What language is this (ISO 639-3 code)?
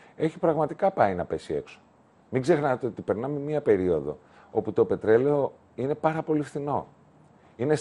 ell